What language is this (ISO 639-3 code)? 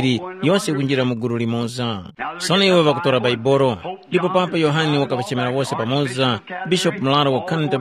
tum